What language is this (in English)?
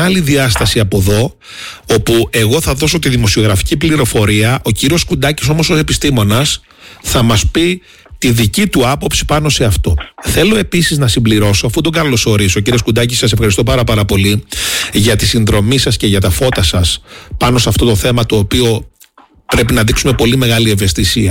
Greek